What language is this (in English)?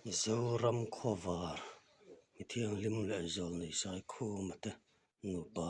Mizo